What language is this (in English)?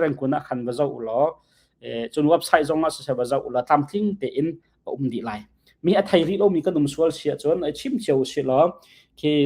Hakha Chin